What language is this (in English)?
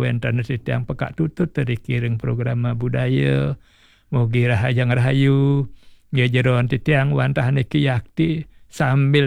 Balinese